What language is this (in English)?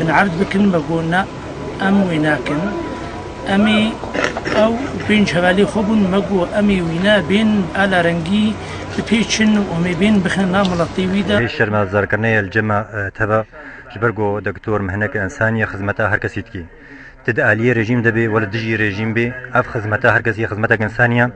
Kurdish